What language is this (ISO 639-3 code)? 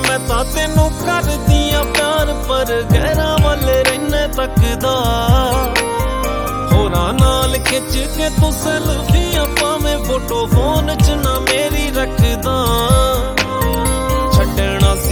pan